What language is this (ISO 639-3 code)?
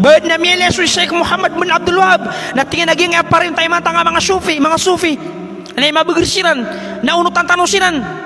mrw